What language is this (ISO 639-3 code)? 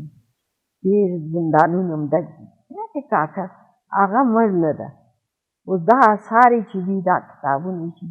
pus